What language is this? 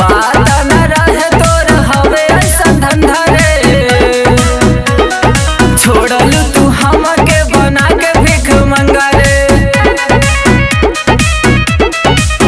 Bhojpuri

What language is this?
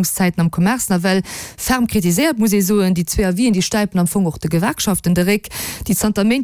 Luxembourgish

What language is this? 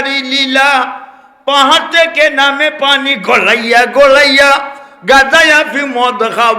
Sylheti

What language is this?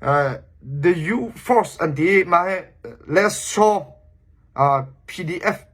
Hakha Chin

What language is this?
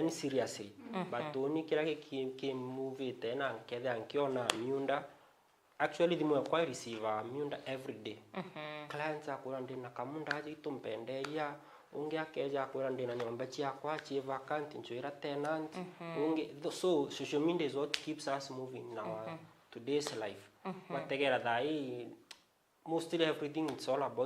Meru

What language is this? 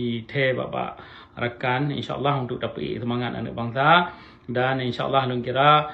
Achinese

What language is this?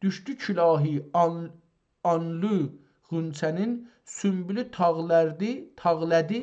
South Azerbaijani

